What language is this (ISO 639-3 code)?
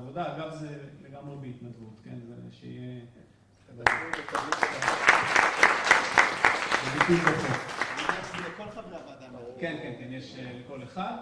heb